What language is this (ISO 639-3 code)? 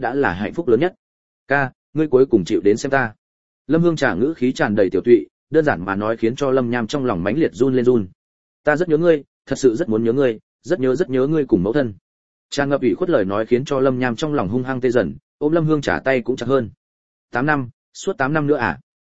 vie